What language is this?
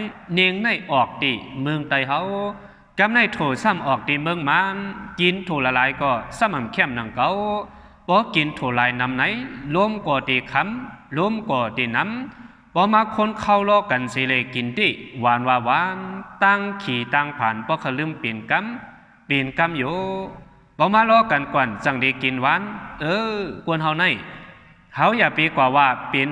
Shan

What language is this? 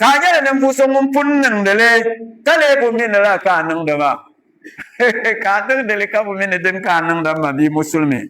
Dagbani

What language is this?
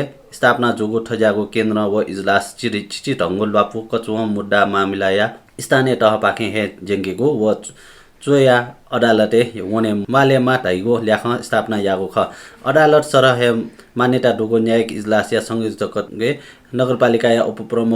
Newari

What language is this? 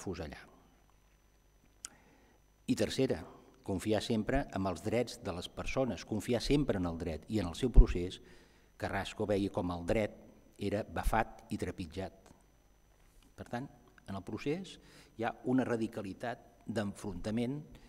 Catalan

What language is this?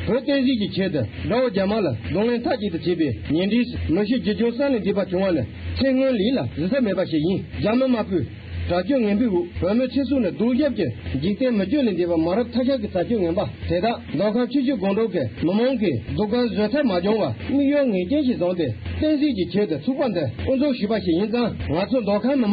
Tibetan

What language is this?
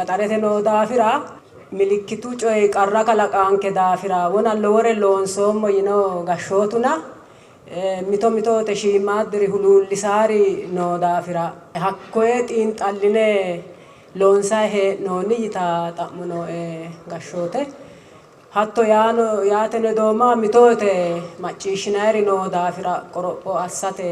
Sidamo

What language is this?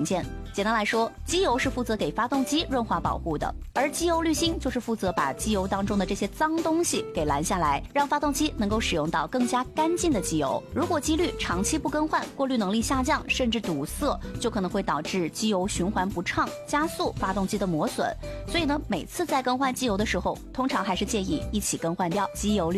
Chinese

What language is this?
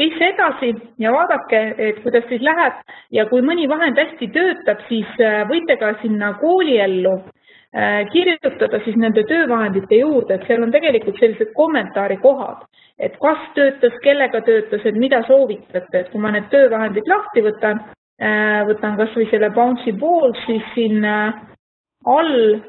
Estonian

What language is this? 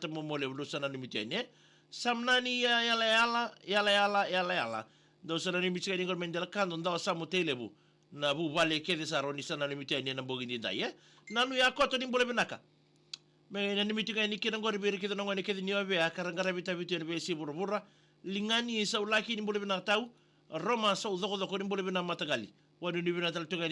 Fijian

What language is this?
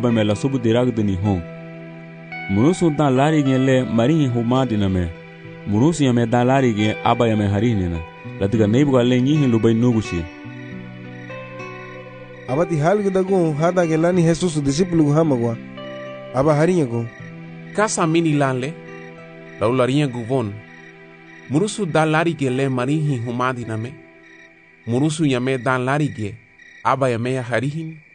Garifuna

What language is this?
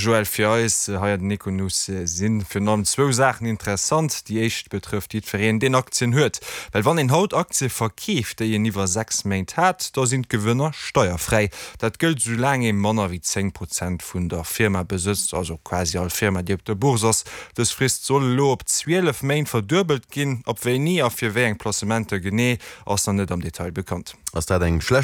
Luxembourgish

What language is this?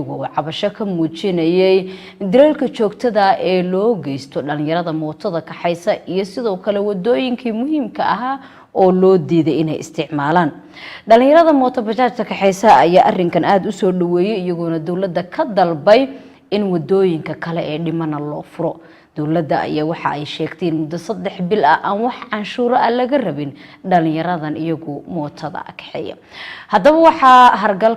Somali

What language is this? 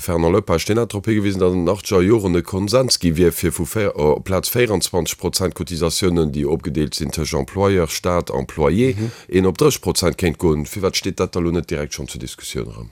Luxembourgish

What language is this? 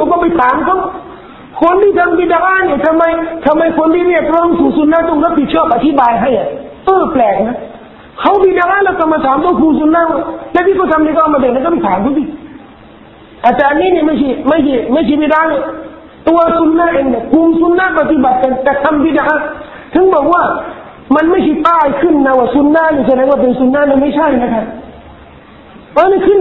Thai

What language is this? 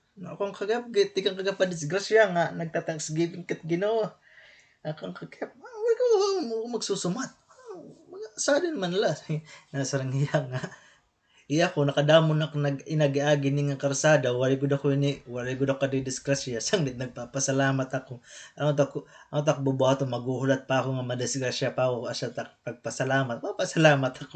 Waray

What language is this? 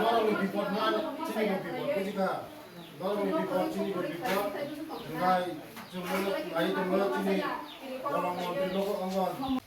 Kok Borok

